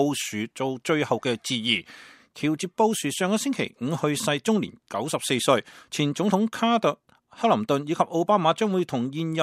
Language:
Cantonese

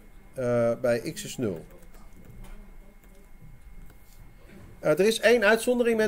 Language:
Dutch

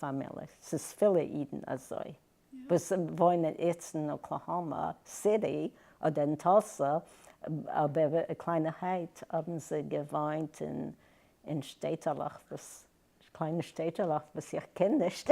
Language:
Yiddish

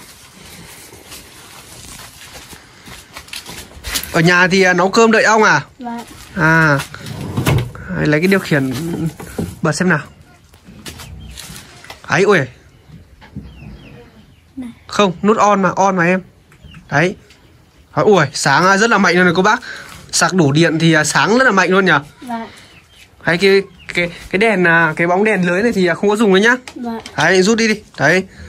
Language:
Vietnamese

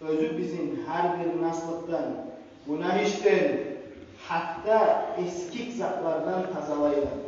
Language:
Kumyk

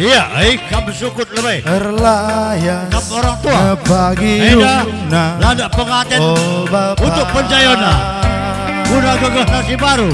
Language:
Batak Karo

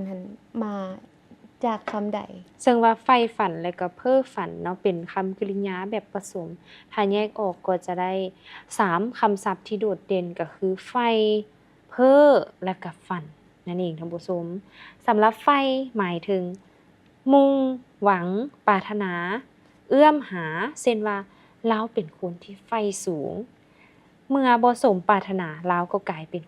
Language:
Lao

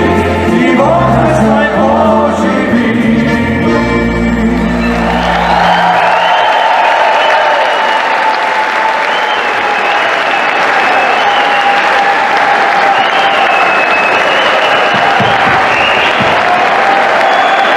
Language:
Croatian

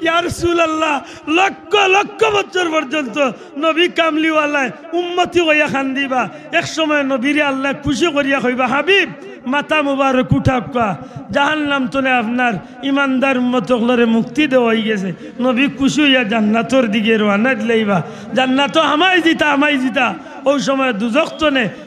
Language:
Sylheti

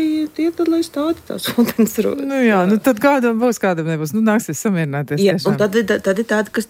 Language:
Latvian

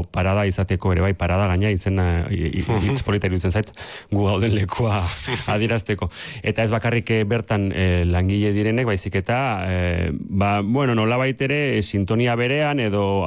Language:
Basque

